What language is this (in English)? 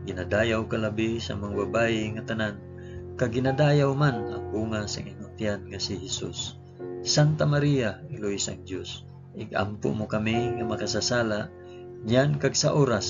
Hiligaynon